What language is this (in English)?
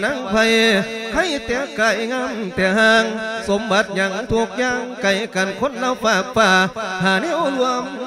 Lao